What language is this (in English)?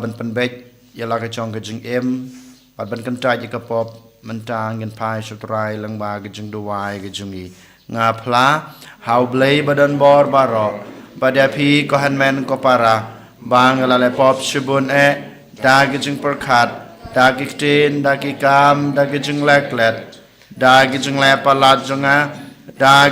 Khasi